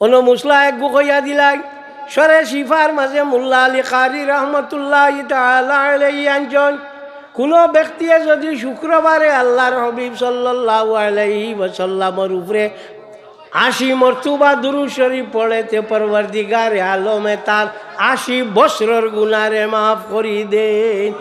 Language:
Sylheti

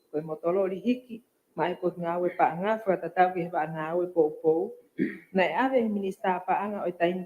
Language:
Tongan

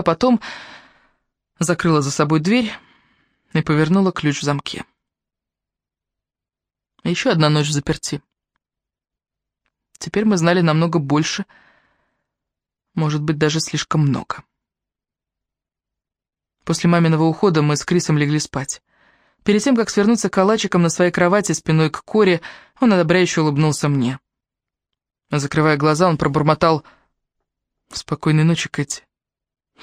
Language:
Russian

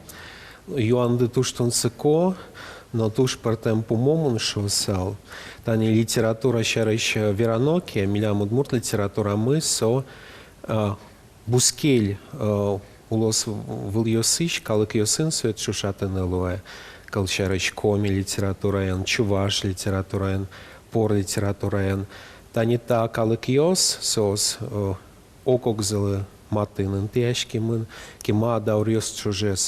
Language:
Udmurt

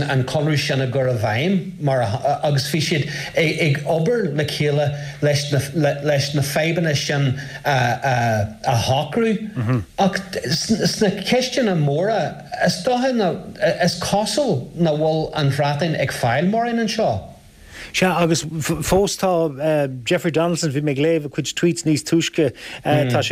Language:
Irish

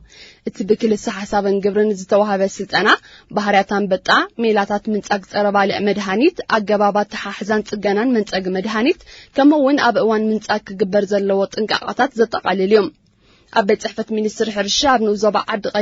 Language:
Tigrinya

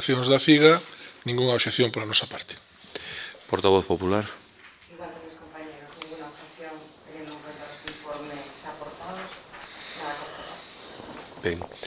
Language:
Galician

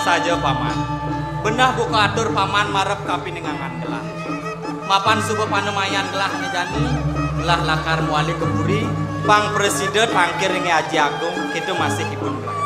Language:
Balinese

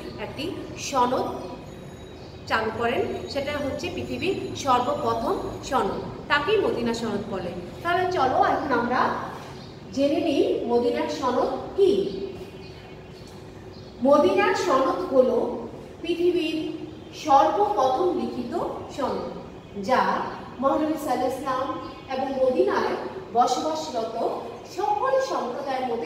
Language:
Bangla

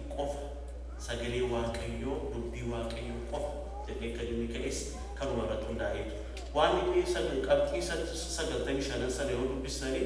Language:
Oromo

